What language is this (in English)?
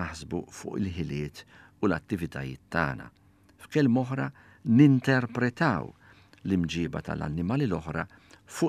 Maltese